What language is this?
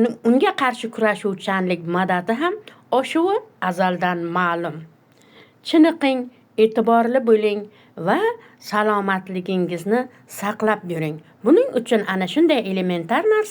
Uzbek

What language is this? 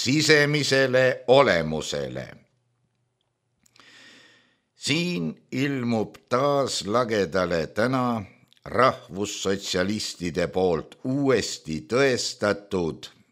Estonian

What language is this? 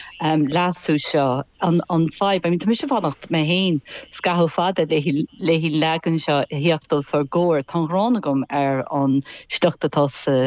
Irish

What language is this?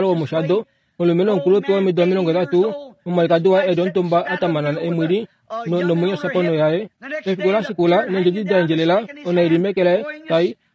Kuanyama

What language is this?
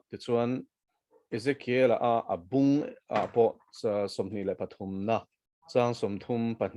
Mizo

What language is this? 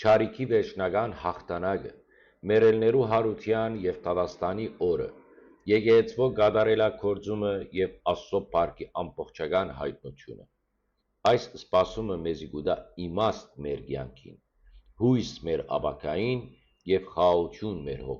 Western Armenian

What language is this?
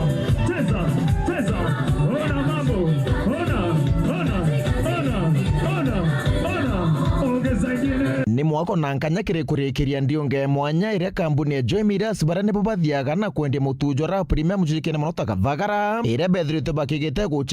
Meru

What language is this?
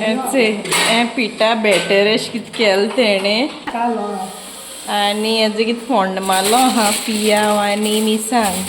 Konkani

